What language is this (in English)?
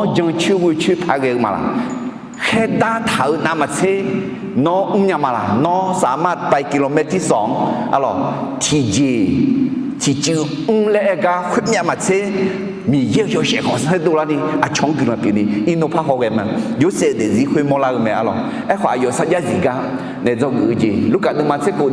Akha